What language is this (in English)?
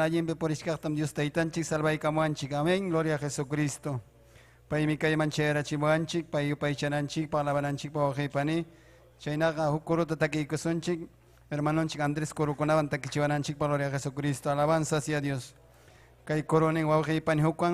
Ayacucho Quechua